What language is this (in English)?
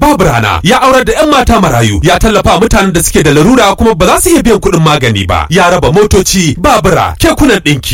Hausa